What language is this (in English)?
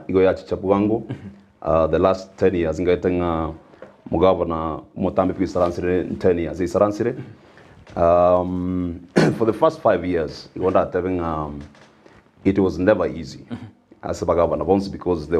Gusii